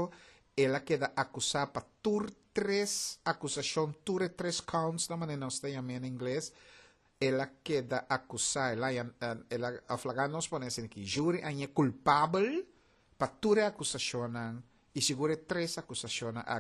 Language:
Papiamento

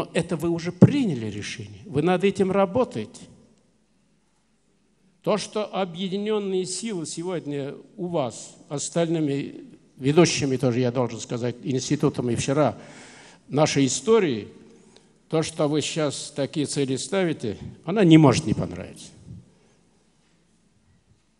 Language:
Russian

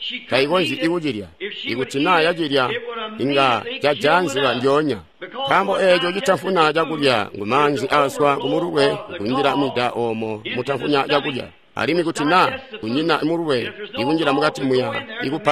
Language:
Tonga (Zambia)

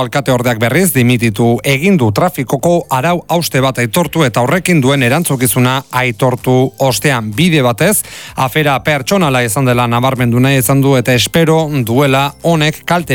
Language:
Basque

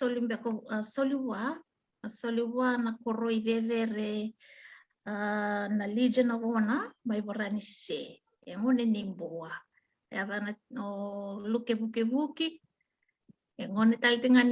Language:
Fijian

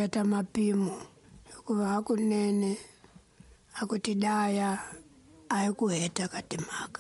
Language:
Tsonga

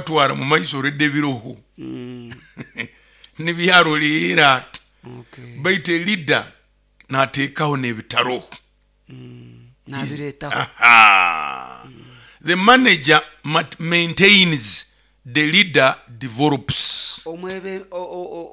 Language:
Nyoro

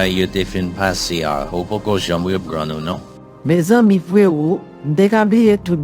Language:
Haitian Creole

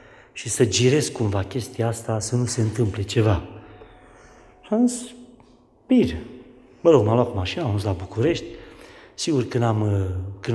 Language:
Romanian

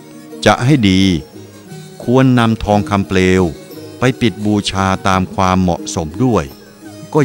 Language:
Thai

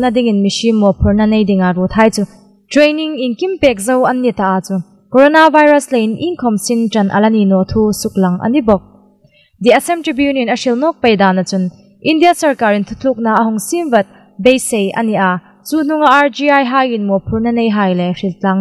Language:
Hmar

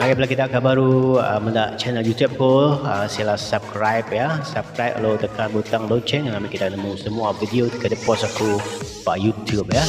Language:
Iban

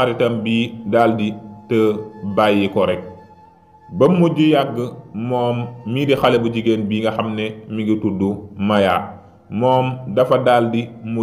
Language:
Wolof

